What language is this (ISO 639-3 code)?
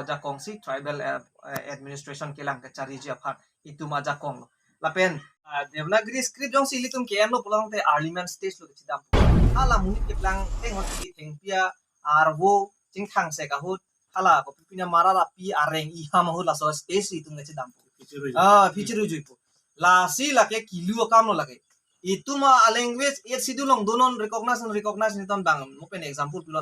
mjw